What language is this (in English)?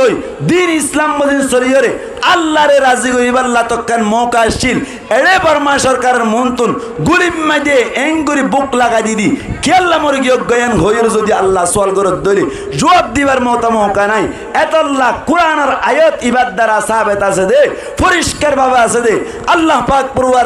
Rohingya